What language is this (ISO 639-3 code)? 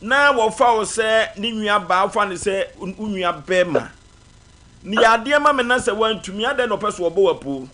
aka